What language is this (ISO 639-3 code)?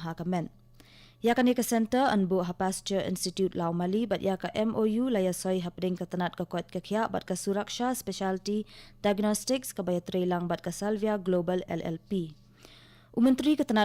kha